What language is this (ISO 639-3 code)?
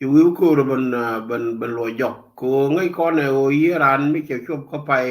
nus